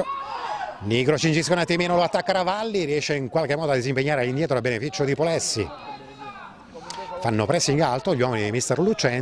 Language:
Italian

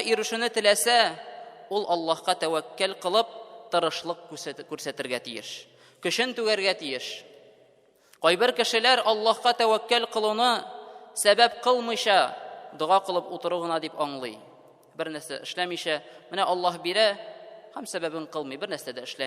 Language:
Tatar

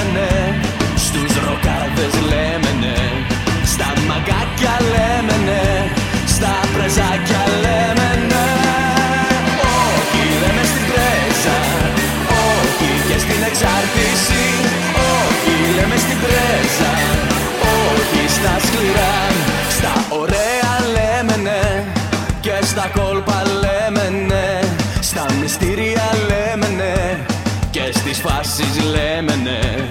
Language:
Greek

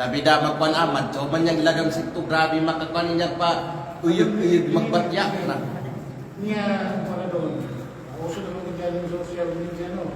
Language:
Kalagan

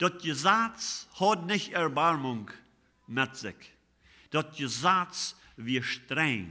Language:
Plautdietsch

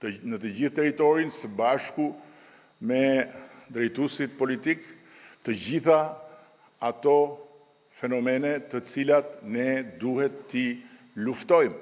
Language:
Albanian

